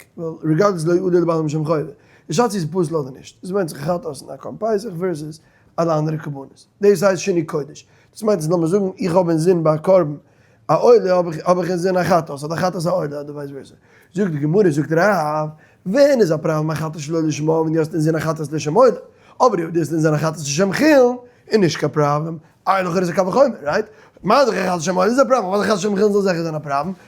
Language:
Yiddish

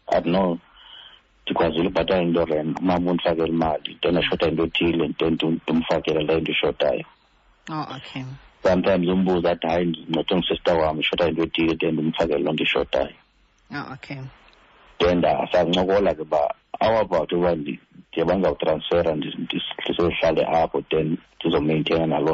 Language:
Xhosa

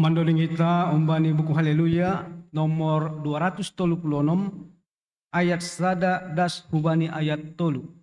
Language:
Batak Simalungun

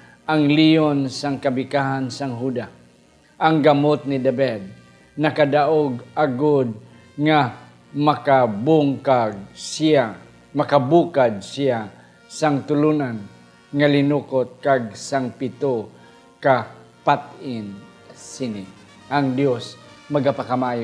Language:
Hiligaynon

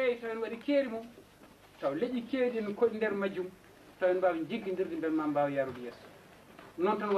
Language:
Fula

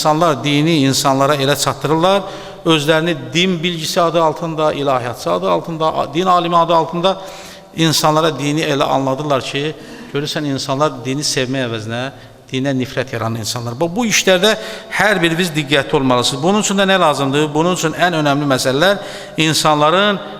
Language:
Azerbaijani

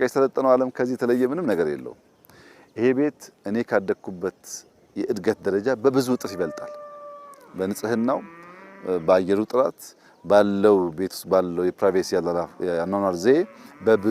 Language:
Amharic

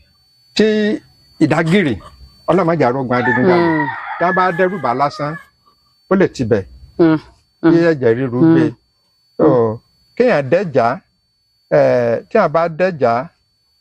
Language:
Yoruba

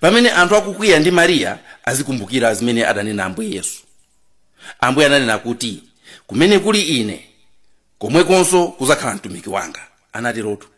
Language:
Nyanja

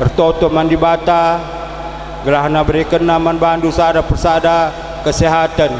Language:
Batak Karo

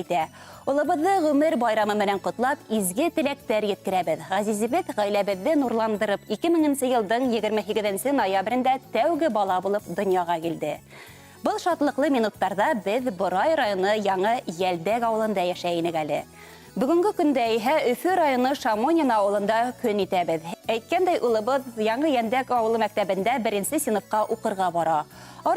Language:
Bashkir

